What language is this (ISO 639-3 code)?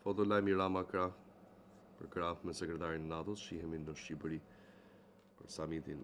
sqi